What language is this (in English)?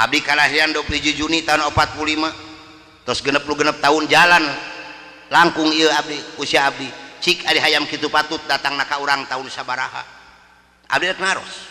Sundanese